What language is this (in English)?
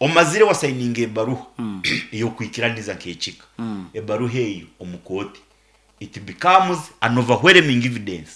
Nyankole